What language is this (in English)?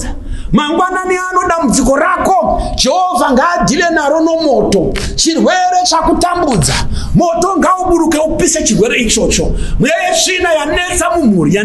Shona